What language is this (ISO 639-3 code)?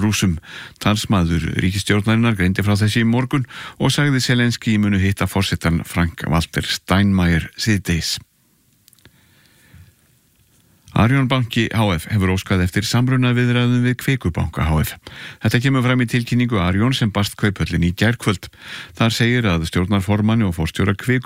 isl